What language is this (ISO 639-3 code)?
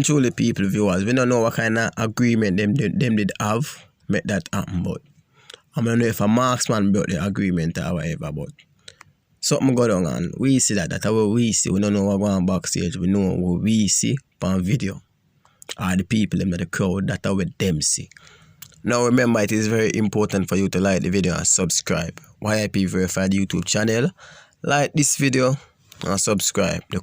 jam